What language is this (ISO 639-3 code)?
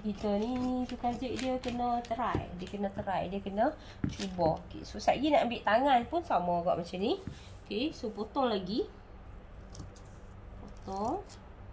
msa